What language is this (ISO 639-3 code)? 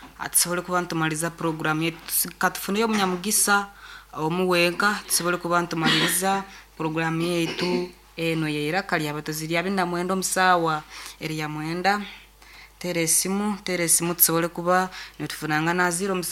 nyo